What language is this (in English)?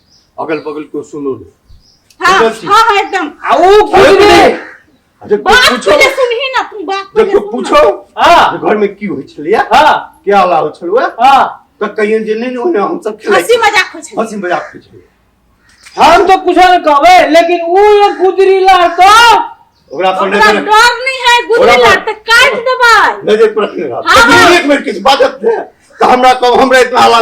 Maithili